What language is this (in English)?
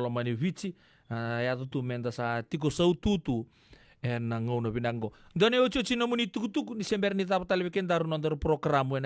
Fijian